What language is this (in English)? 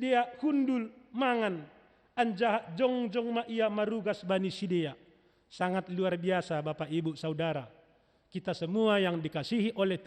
Batak Simalungun